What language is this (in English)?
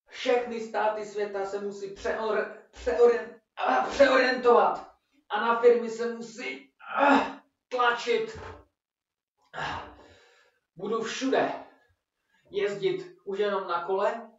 Czech